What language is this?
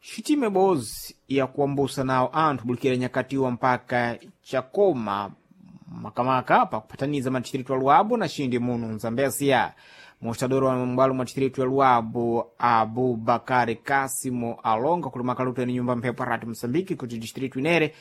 Sena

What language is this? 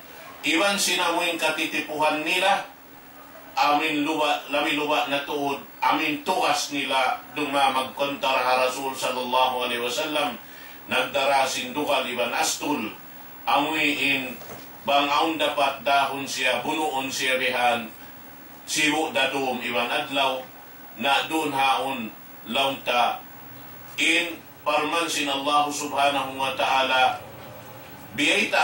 Tausug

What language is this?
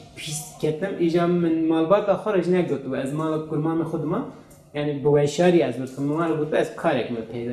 Kurdish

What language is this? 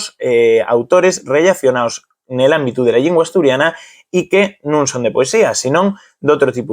Asturian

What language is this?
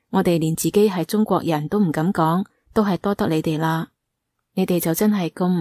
Cantonese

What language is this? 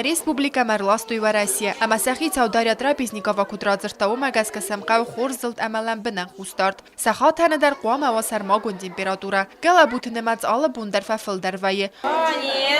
Ossetic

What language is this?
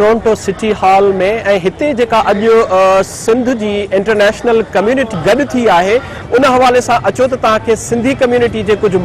Sindhi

